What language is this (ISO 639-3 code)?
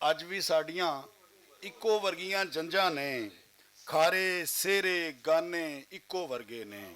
lah